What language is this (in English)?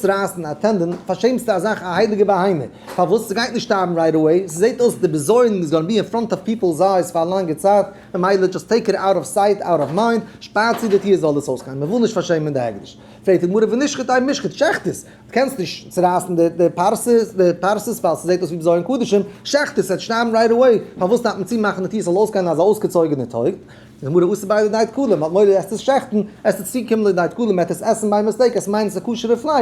Yiddish